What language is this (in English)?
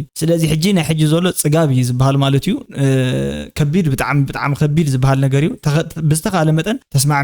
Tigrinya